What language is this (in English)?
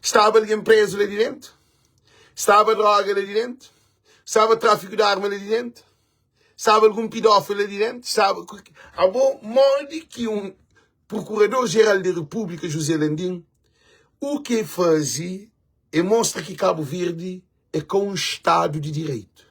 Kabuverdianu